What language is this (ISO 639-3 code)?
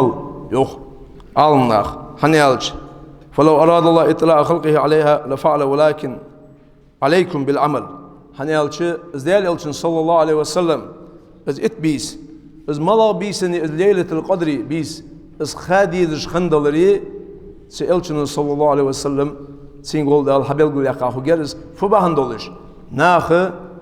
inh